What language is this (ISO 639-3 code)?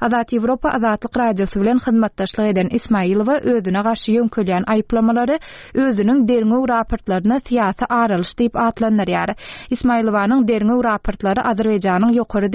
tuk